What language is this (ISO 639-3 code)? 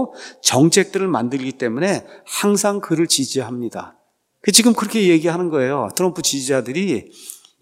kor